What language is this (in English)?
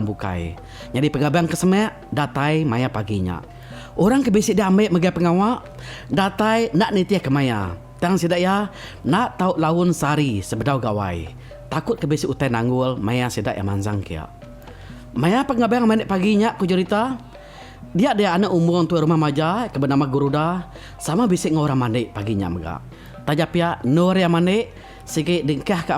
Iban